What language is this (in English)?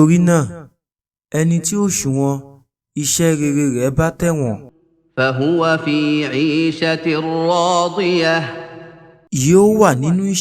Yoruba